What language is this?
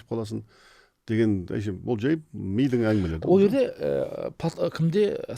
Kazakh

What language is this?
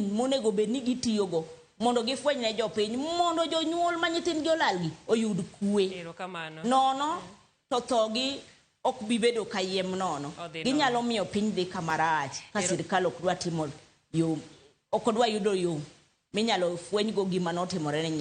Luo (Kenya and Tanzania)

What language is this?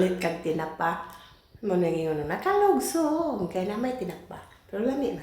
Cebuano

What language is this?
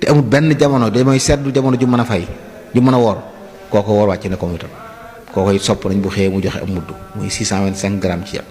Wolof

